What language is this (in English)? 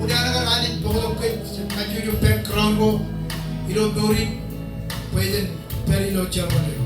Marshallese